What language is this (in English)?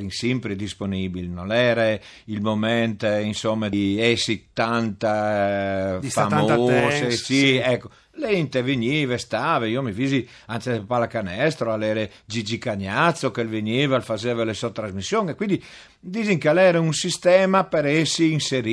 Friulian